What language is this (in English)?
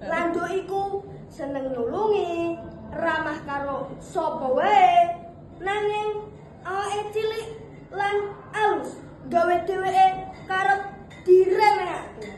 Javanese